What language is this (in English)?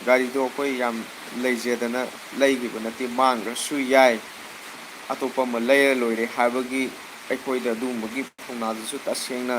Manipuri